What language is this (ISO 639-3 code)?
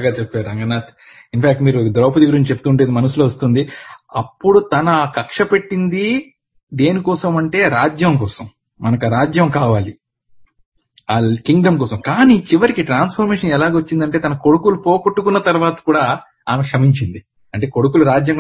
tel